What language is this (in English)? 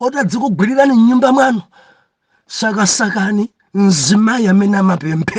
Nyanja